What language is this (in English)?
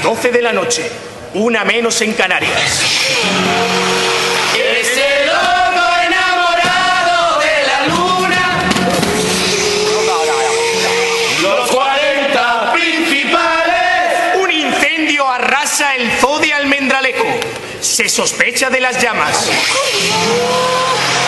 Spanish